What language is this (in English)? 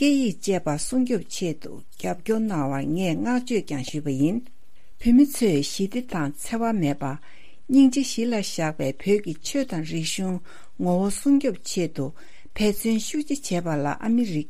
Tibetan